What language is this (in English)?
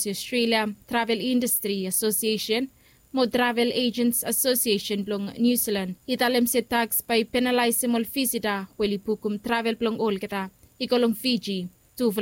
Bislama